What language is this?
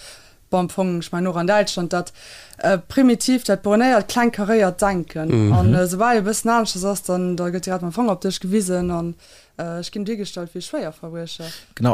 Luxembourgish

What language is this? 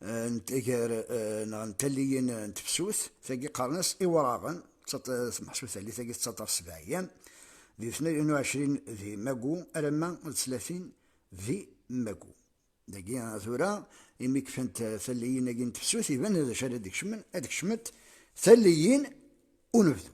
Kabyle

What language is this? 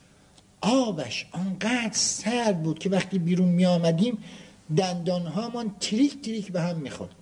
Persian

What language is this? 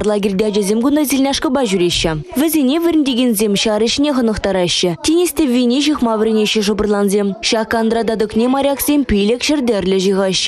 Chuvash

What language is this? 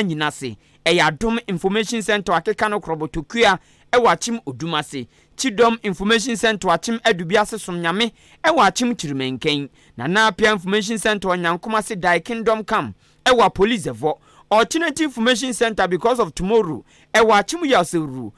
Akan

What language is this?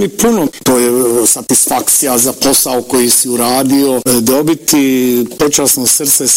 Bosnian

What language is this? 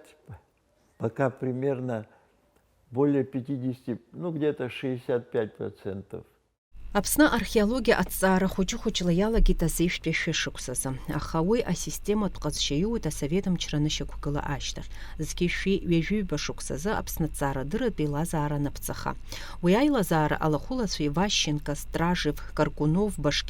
Abkhazian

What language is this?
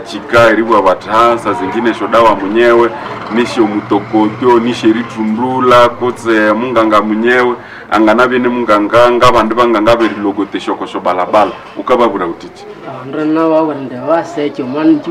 Nande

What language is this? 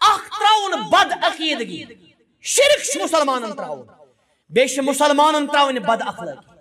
Kashmiri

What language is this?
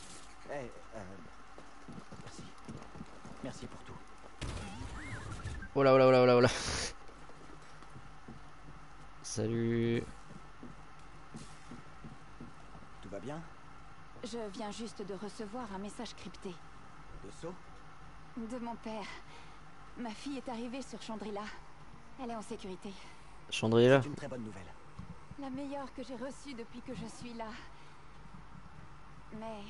French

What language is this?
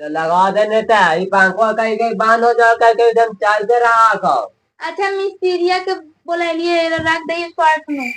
Magahi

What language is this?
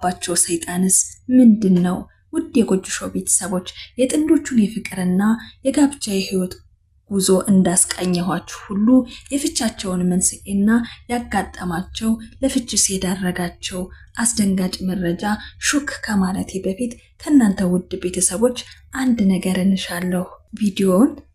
Amharic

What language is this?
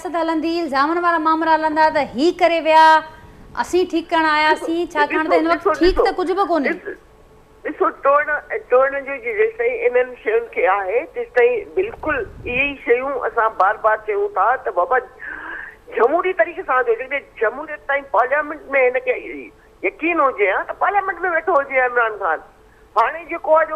Sindhi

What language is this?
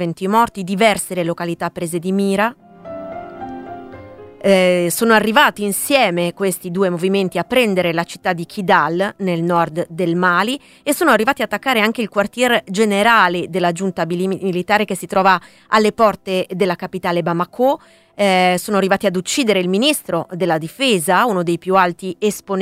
Italian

